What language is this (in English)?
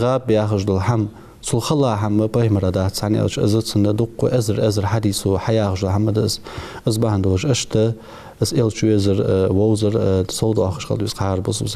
Ingush